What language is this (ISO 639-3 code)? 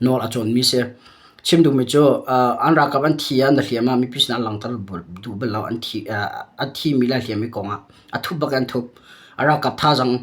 cnh